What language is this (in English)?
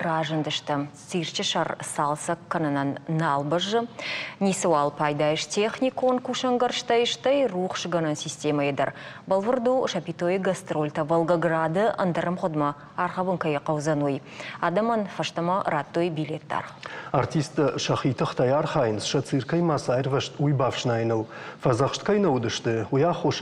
Ossetic